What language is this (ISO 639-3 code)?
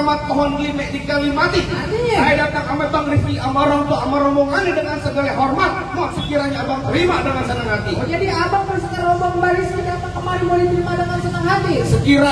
bew